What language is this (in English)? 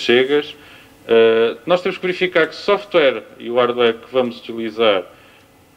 Portuguese